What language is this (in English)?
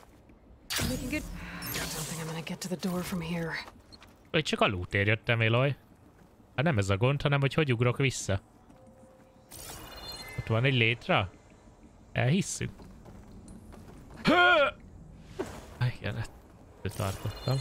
Hungarian